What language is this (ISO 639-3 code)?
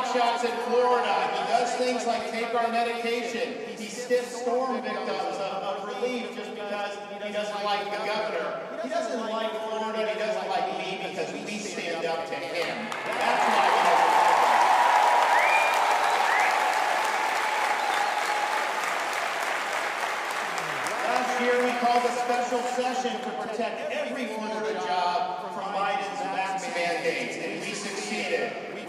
eng